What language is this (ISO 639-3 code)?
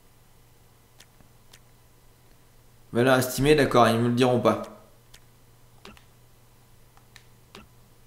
fra